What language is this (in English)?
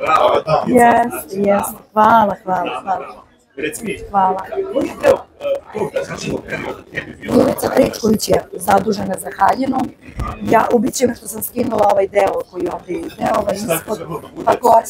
Serbian